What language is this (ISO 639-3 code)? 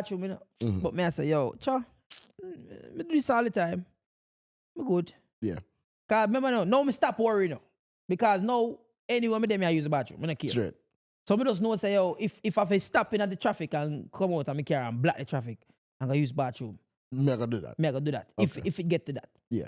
jam